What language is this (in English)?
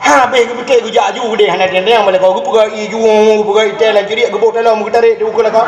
Achinese